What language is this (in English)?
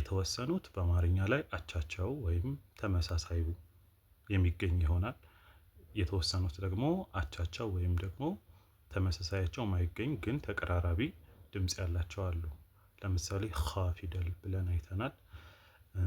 Amharic